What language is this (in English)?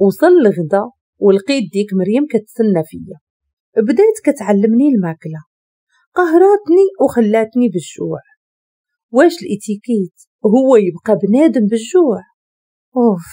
Moroccan Arabic